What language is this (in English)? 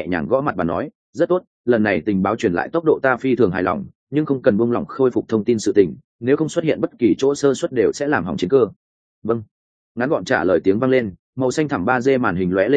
Vietnamese